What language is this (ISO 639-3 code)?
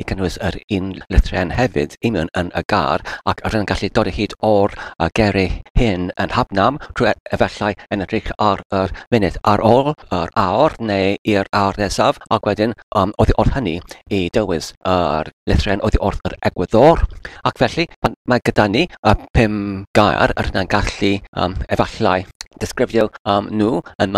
cym